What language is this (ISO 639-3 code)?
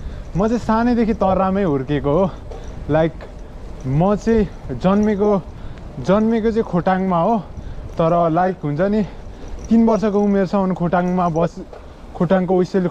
nep